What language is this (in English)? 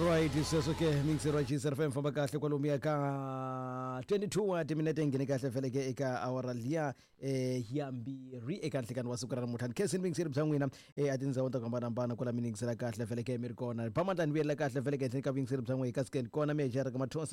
Tsonga